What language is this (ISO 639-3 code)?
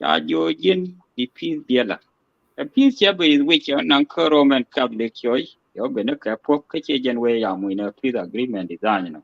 nus